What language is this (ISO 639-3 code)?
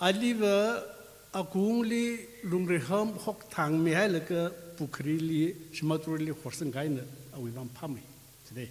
nmf